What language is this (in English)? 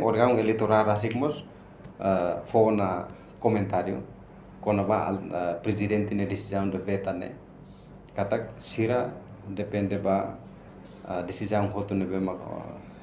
Tetum